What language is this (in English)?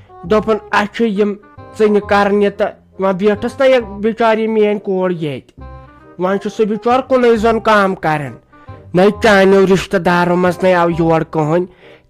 Kashmiri